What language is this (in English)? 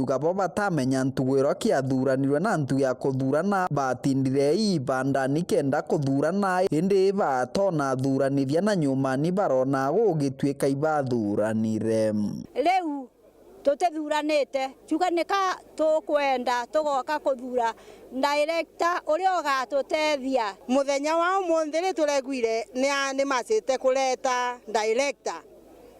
Meru